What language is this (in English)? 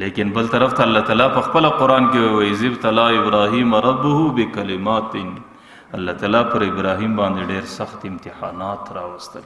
Pashto